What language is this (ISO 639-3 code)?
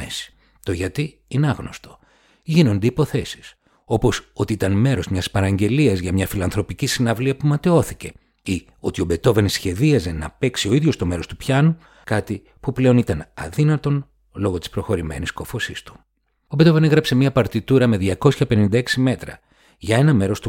ell